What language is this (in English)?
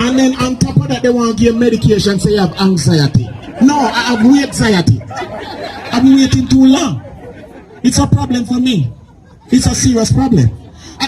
Jamaican Creole English